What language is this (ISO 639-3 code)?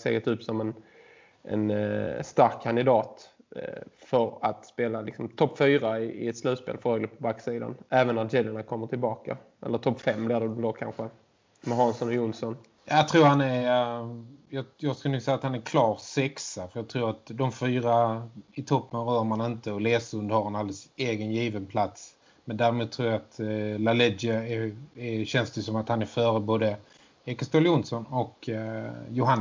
swe